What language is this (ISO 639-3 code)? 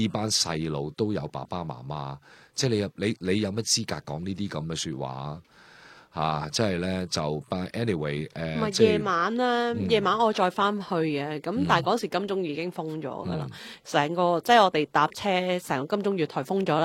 yue